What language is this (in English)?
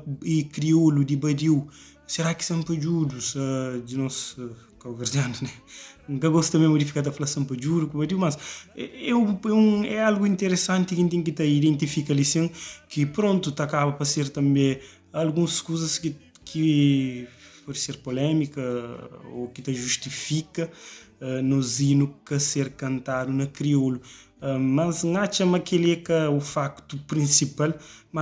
Kabuverdianu